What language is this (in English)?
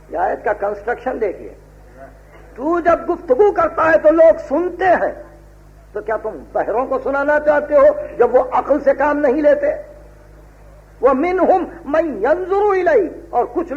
Urdu